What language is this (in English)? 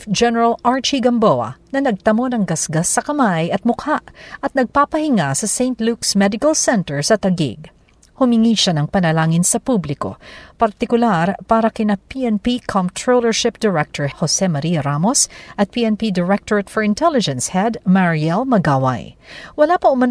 Filipino